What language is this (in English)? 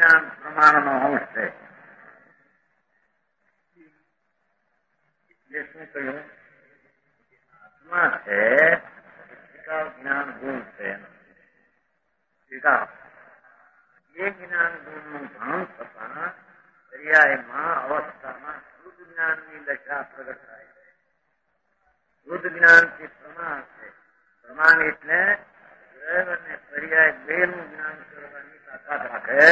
Gujarati